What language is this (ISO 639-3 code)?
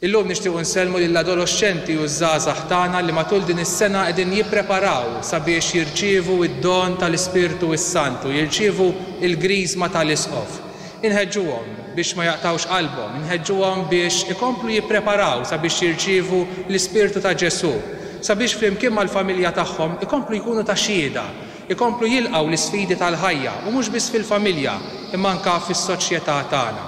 mlt